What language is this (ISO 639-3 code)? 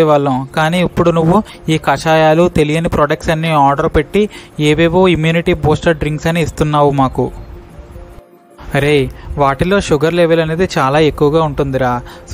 tel